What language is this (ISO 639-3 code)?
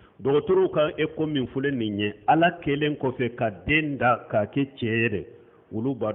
bam